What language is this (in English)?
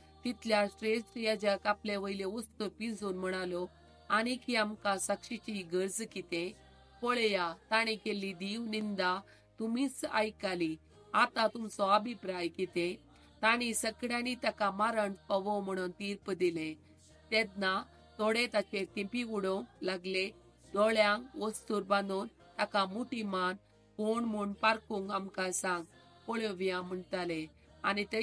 Konkani